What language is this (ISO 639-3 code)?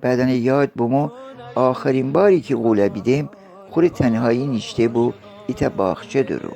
glk